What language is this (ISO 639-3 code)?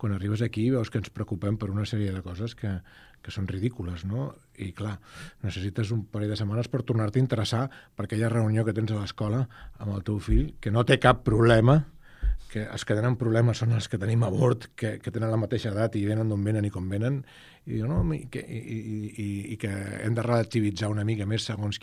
cat